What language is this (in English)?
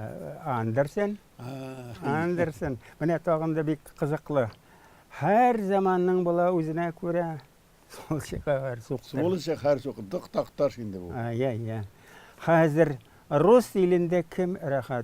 Tatar